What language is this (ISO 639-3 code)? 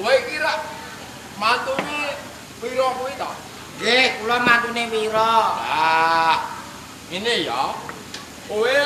jav